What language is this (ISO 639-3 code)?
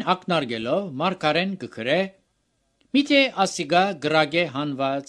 hye